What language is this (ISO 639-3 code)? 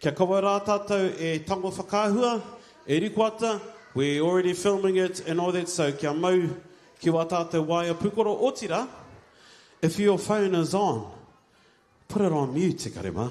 mri